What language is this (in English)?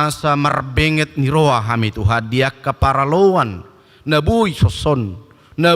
Batak Toba